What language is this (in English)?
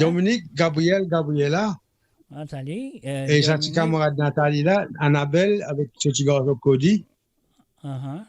Morisyen